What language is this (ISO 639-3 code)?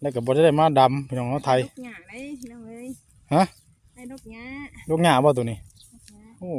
tts